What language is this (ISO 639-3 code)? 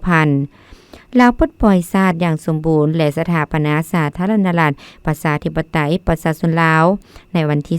lao